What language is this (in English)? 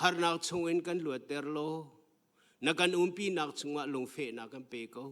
Hakha Chin